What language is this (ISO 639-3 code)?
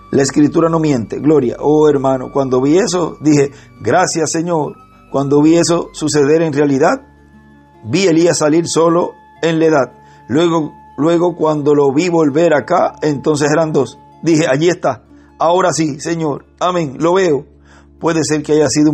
spa